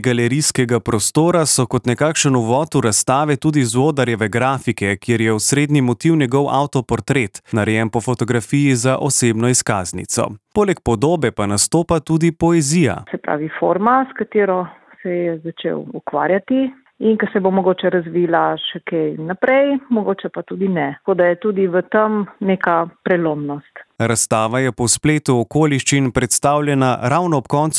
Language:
Slovenian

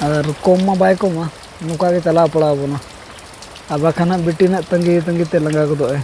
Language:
Santali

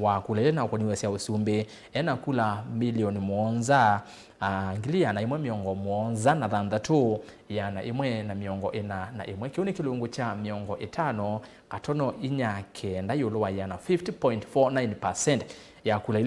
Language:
Kamba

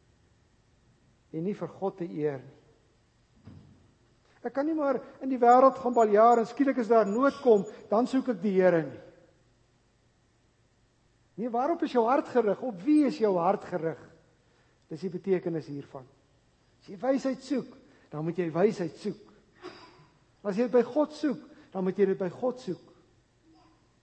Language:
Afrikaans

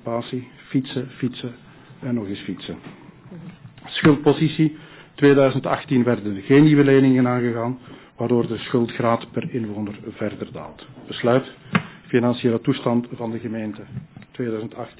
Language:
Dutch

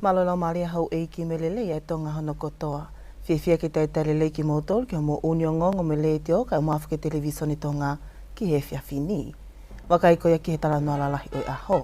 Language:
Tongan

